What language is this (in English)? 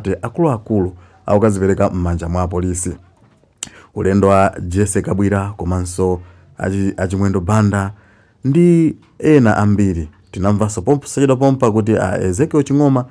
Nyanja